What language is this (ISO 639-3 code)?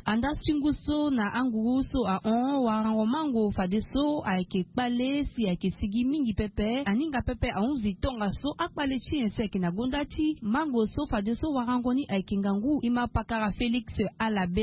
sag